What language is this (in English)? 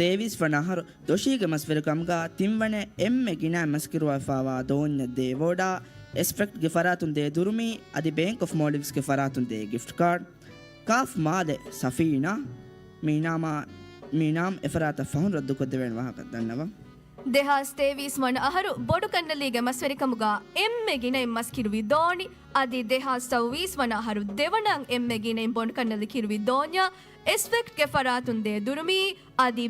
Divehi